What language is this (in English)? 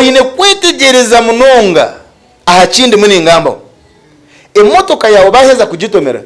Nyankole